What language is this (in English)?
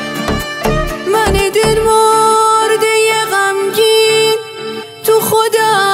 Persian